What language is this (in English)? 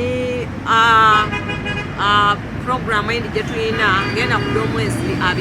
Soga